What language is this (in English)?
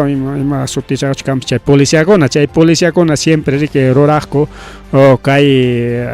Ayacucho Quechua